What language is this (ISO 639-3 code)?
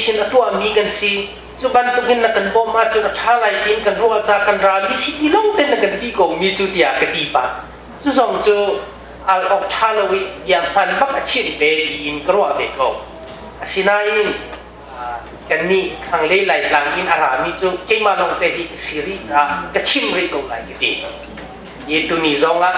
cnh